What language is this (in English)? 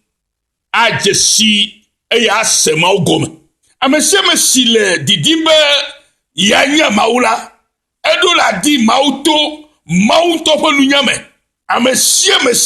Ewe